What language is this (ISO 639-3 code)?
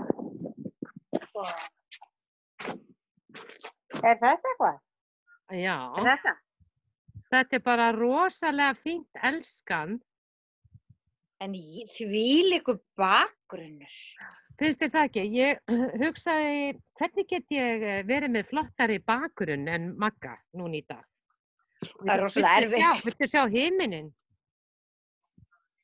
isl